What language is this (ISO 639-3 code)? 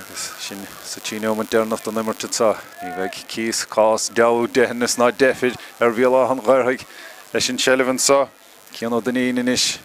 gle